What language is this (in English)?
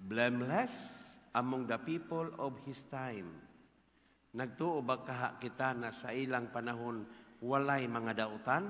Cebuano